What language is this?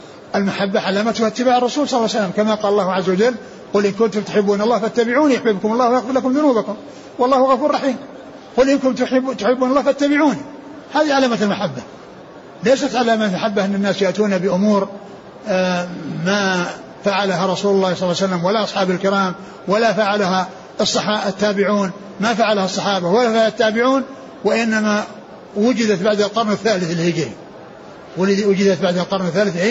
Arabic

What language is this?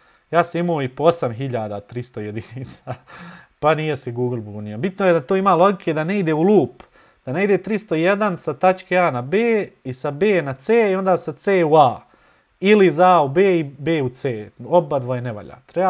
Bosnian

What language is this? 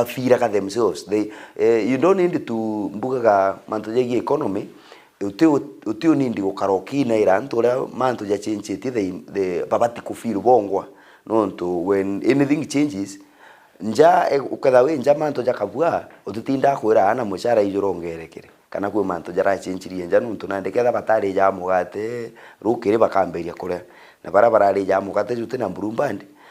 Meru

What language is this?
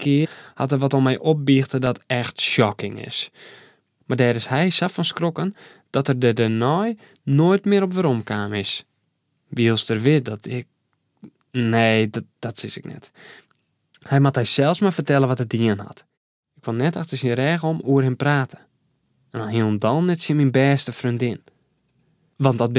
Western Frisian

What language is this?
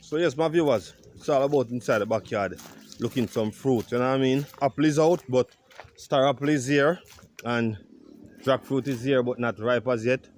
Jamaican Creole English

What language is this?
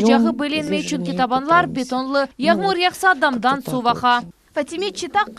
Crimean Tatar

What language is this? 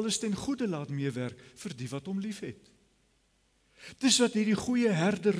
Afrikaans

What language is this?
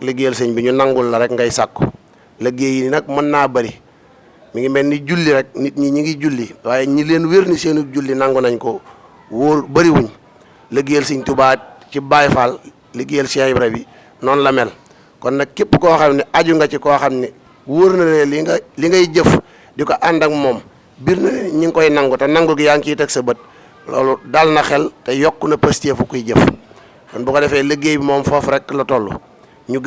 Wolof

